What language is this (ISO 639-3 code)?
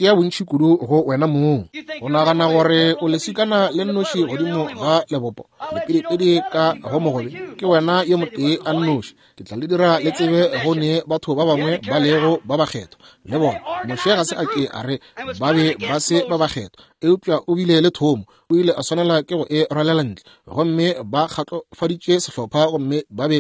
nso